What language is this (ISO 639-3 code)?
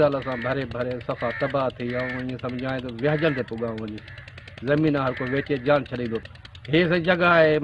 snd